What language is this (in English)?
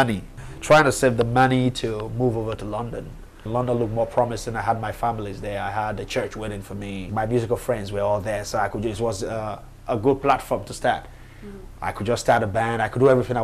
English